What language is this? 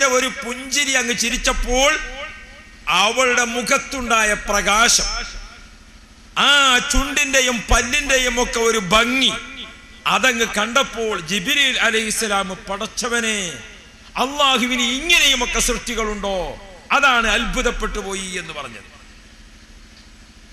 Malayalam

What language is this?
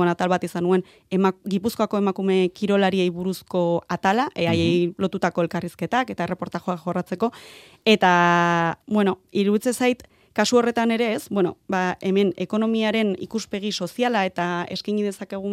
Basque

